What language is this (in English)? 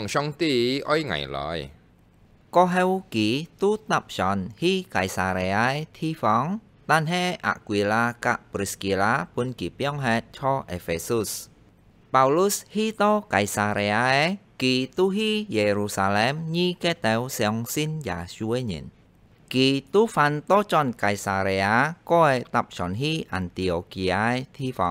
Hakka Chinese